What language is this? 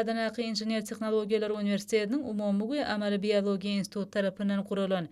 Turkmen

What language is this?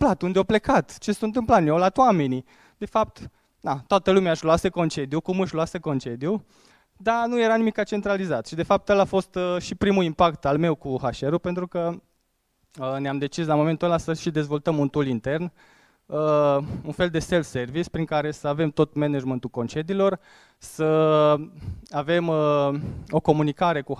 Romanian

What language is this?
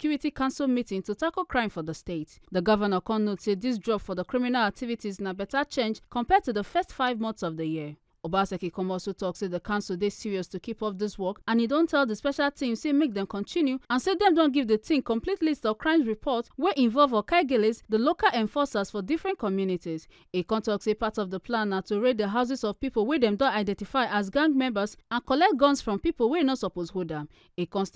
Nigerian Pidgin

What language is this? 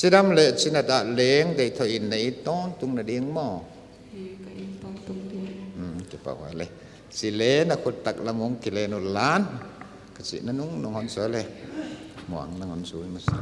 Paite Chin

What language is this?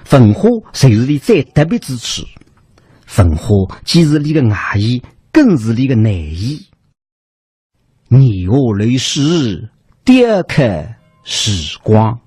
Wu Chinese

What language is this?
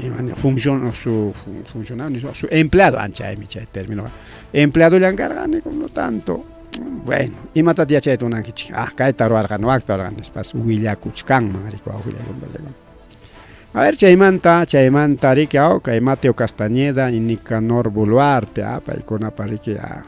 Ayacucho Quechua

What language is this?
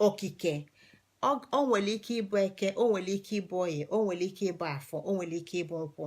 Igbo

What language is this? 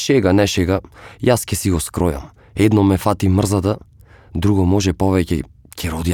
Macedonian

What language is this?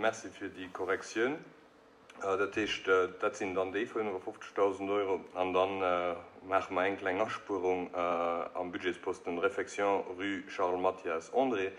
Luxembourgish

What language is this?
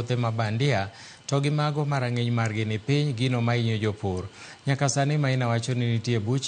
Luo (Kenya and Tanzania)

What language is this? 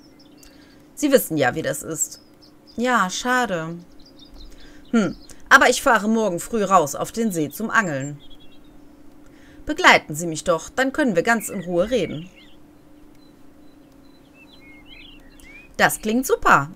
German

